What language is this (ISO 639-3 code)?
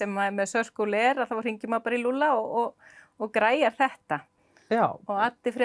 isl